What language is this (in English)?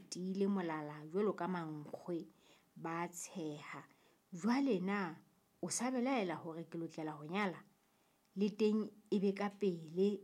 Southern Sotho